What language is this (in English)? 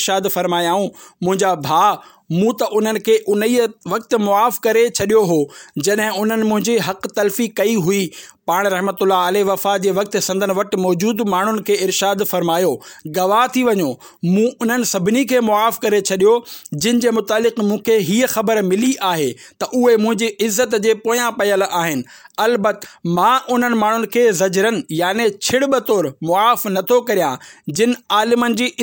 Sindhi